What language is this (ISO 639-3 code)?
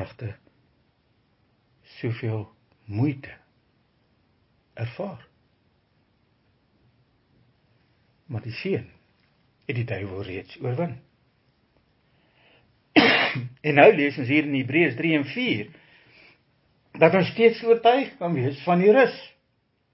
afr